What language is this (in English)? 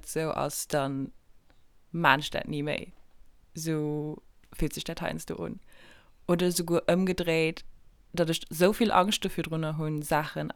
Luxembourgish